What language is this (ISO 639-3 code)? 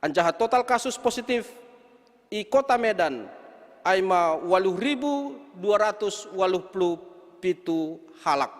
bts